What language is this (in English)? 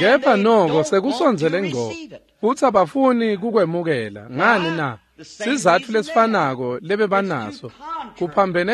Swati